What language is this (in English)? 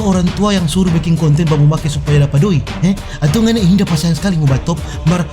Manado Malay